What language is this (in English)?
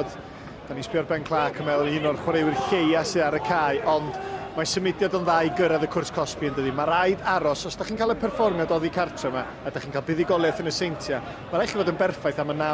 Welsh